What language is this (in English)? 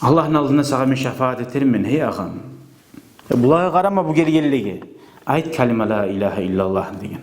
Kumyk